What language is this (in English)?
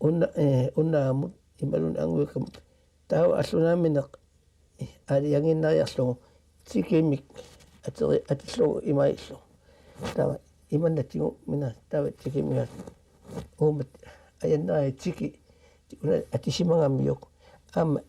Kalaallisut